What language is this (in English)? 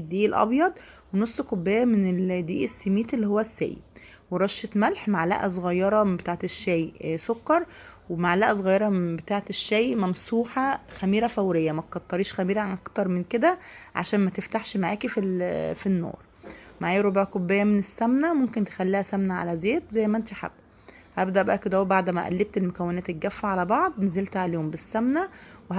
Egyptian Arabic